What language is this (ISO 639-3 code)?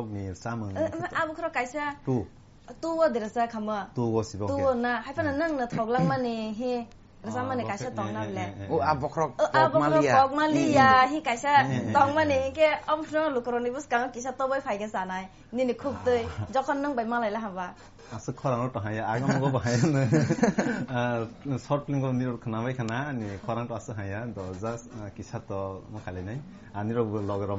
trp